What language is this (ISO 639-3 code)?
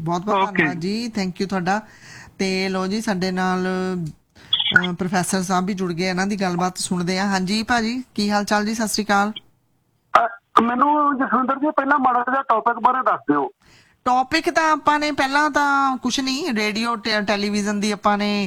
pan